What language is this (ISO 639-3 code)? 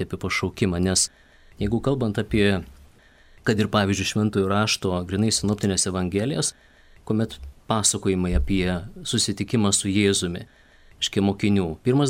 lit